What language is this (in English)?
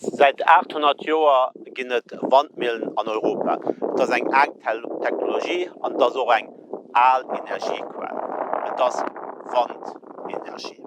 Luxembourgish